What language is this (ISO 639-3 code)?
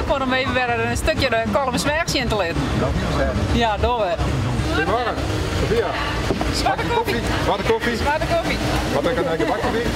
fry